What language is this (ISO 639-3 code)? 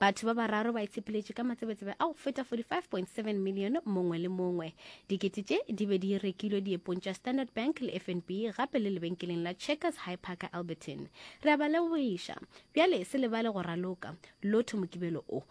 nso